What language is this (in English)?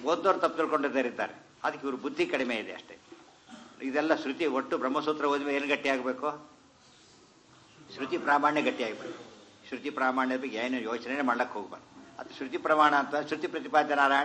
Kannada